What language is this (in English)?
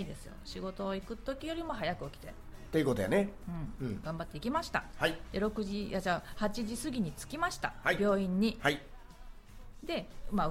Japanese